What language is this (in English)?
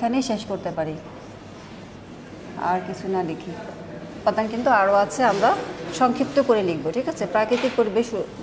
Bangla